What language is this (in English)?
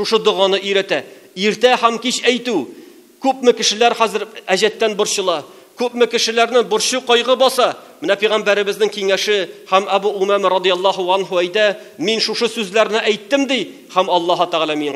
Tatar